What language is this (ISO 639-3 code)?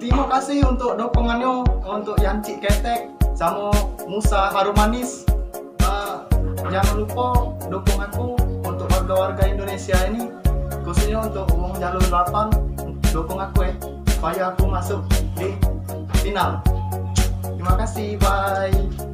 mui